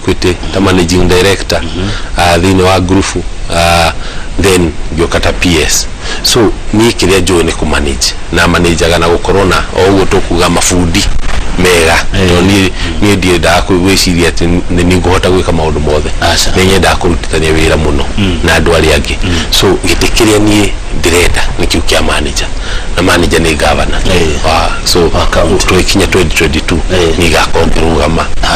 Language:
Kikuyu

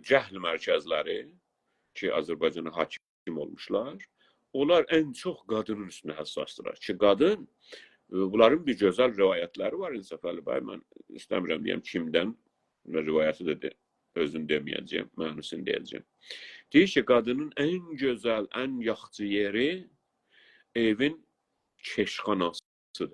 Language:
South Azerbaijani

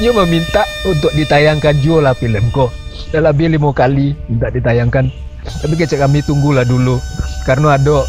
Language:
Minangkabau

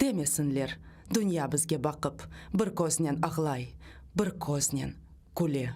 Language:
Crimean Tatar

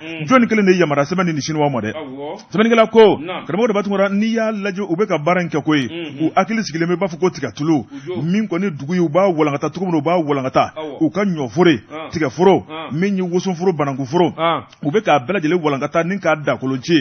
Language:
Bambara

